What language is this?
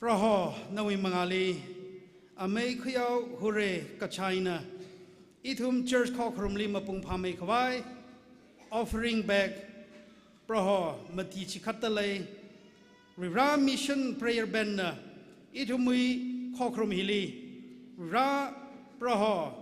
Tangkhul Naga (India)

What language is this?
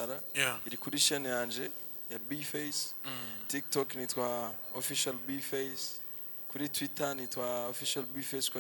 Rundi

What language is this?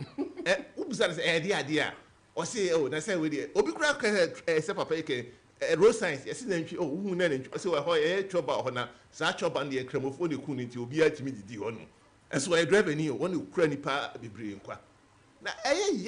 Akan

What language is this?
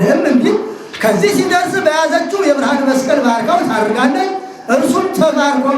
Amharic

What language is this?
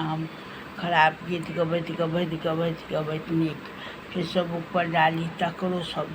Maithili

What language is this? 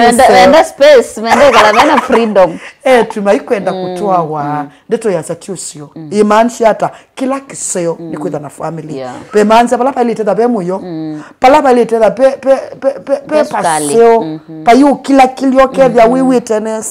Kamba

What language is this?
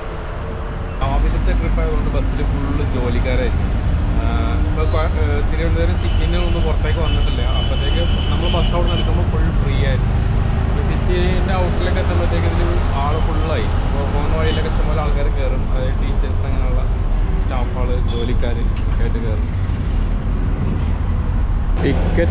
Malayalam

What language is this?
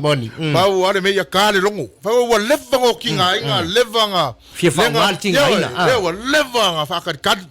Samoan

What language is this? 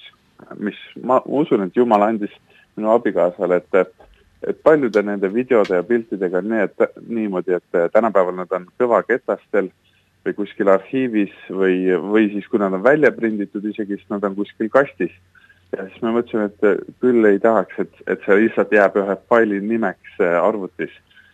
Estonian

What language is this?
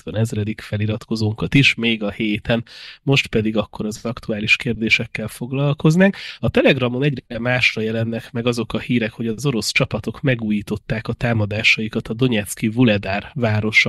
Hungarian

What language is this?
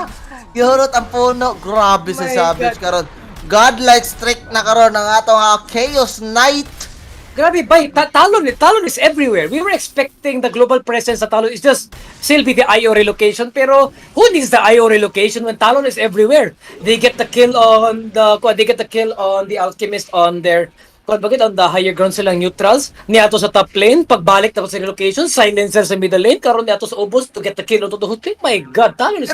Cebuano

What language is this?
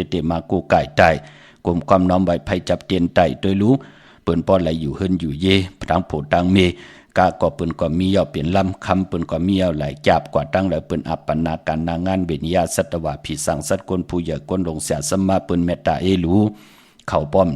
Shan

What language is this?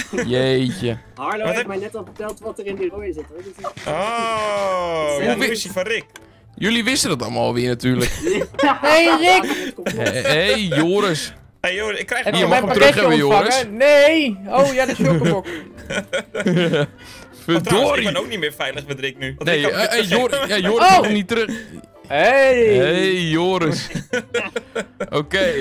Dutch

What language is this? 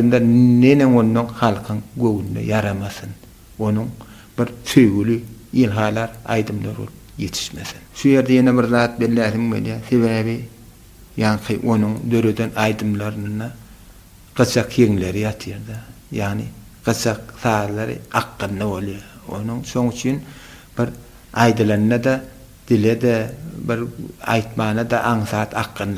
Turkmen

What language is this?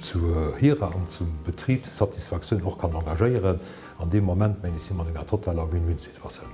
Luxembourgish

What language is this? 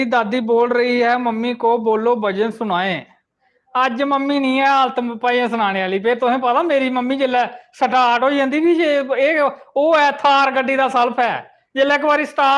Dogri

